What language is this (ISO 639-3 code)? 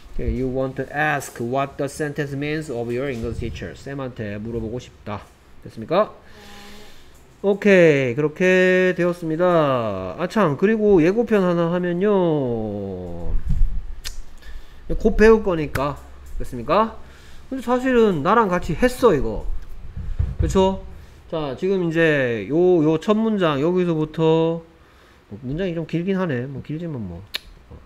kor